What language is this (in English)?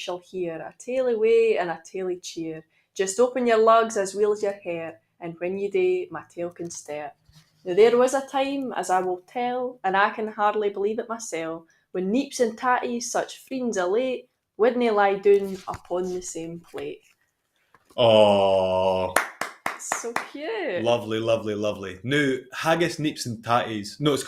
Scots